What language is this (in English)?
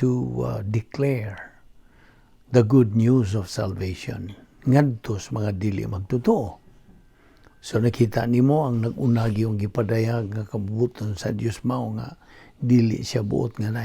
Cebuano